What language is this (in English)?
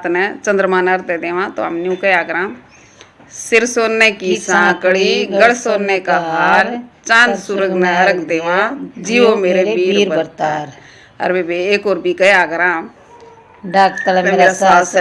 Haryanvi